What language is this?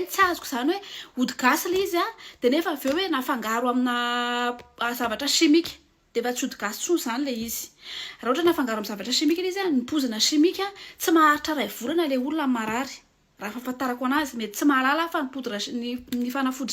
Malagasy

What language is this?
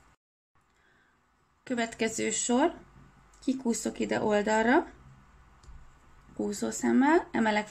Hungarian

